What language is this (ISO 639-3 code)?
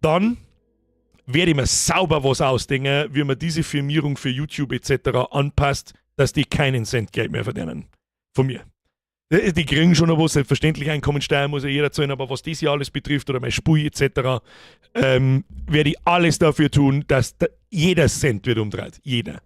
bar